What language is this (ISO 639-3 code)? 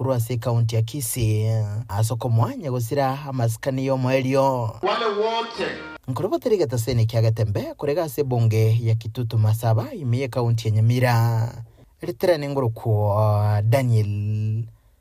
guz